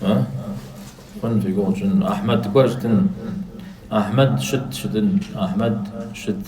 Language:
Kabardian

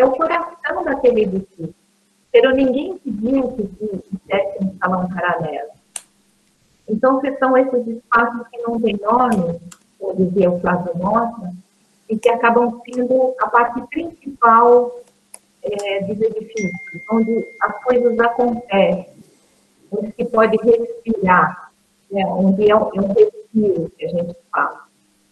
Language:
Portuguese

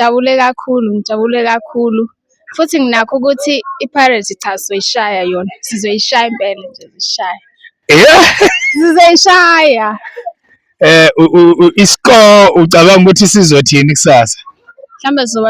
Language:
Zulu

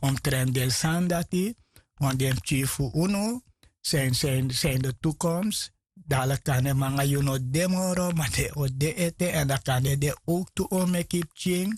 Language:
Sranan Tongo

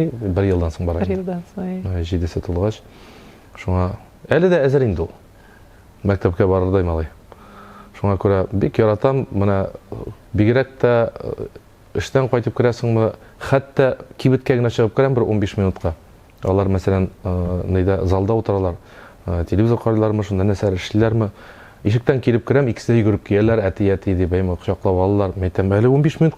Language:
Tatar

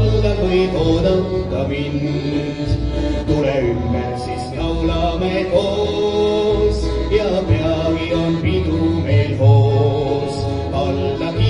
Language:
Estonian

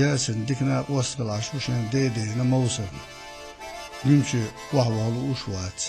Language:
Chechen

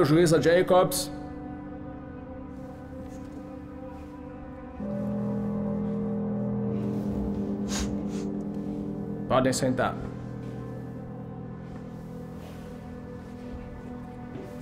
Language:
Portuguese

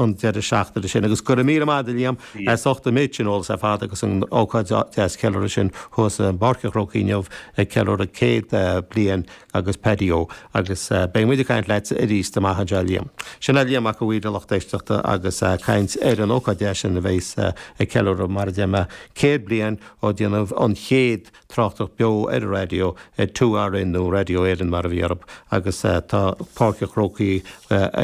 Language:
Irish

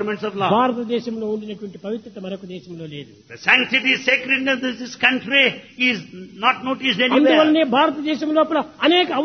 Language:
Telugu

